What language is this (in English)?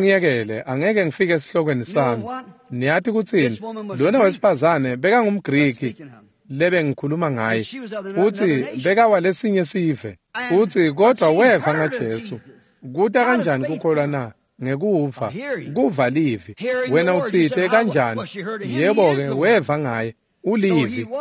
Swati